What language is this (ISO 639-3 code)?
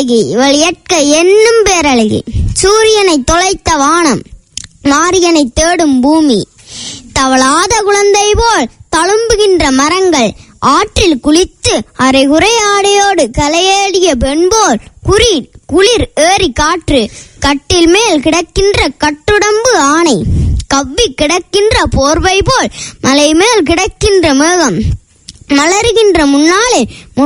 tam